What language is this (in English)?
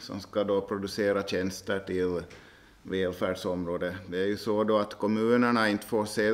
Swedish